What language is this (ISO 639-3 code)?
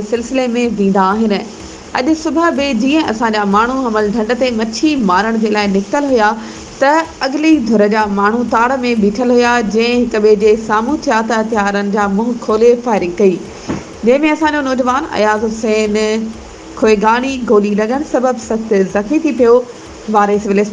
snd